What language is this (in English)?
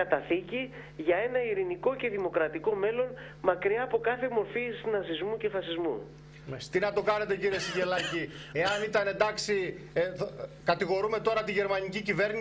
Greek